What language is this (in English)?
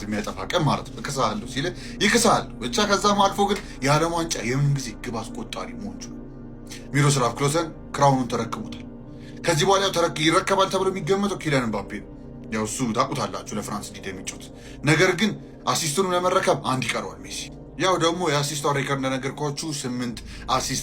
Amharic